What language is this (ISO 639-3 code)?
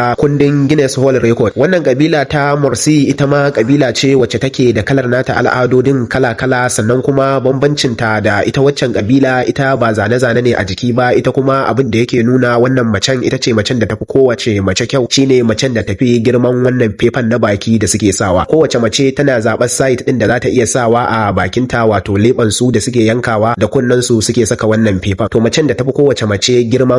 hau